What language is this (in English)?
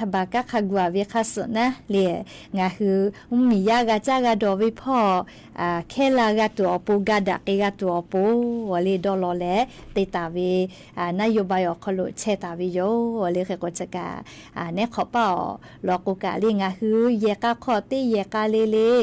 Lahu